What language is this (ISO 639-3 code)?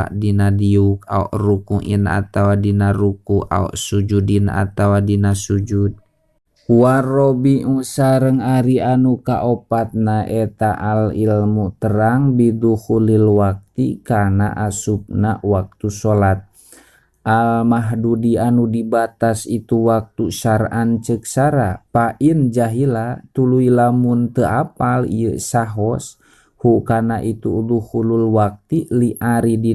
sun